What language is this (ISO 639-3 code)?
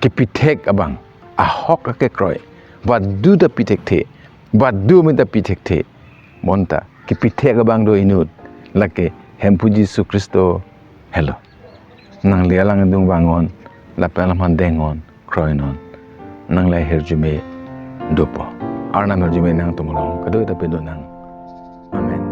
mjw